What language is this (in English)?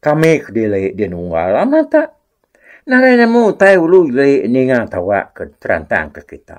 Iban